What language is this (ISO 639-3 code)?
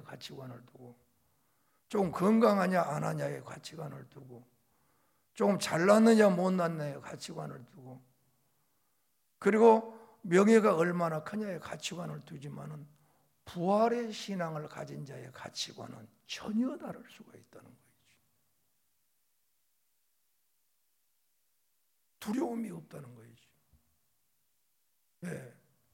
kor